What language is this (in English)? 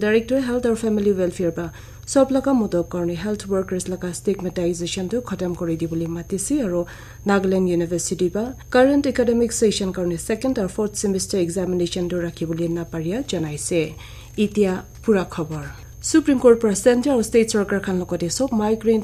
Naga Pidgin